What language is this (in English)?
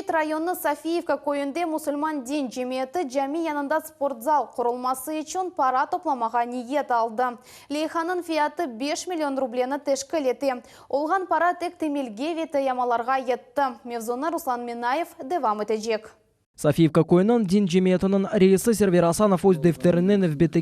Crimean Tatar